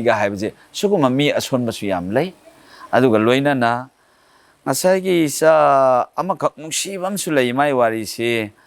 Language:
Manipuri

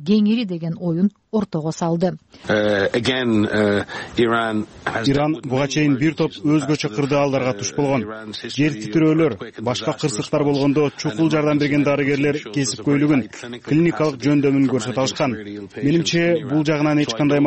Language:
Kyrgyz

